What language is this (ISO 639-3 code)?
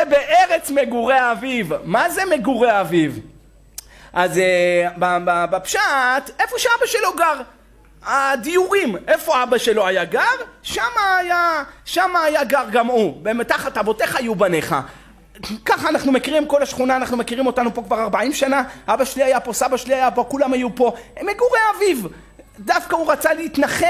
heb